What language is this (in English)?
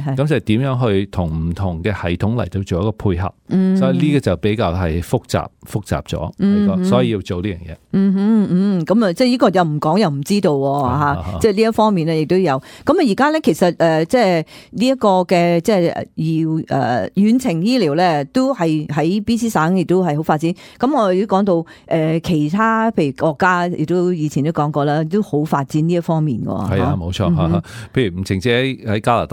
Cantonese